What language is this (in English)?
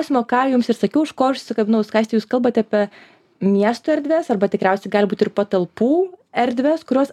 Lithuanian